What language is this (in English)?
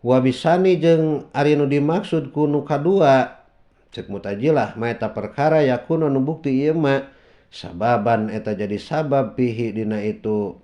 Sundanese